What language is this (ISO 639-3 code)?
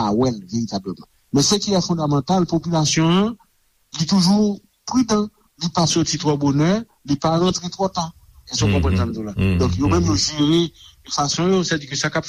hat